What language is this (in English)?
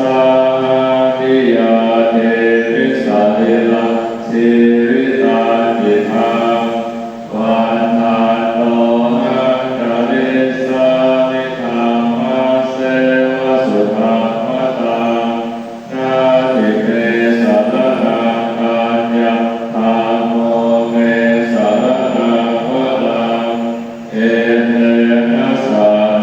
Pali